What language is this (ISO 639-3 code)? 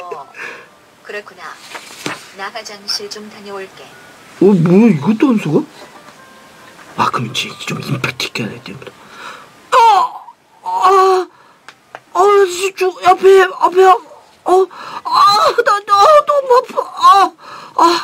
kor